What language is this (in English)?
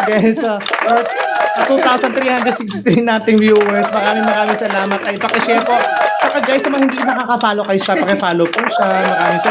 Filipino